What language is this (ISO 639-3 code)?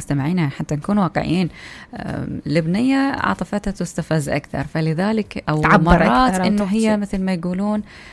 acm